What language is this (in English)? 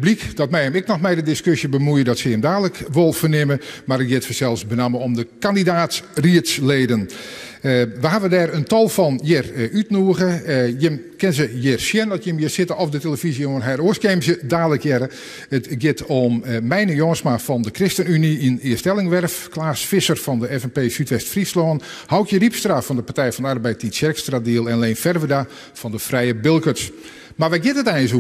Western Frisian